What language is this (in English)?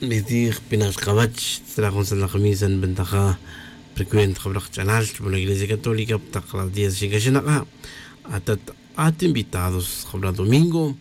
Tz'utujil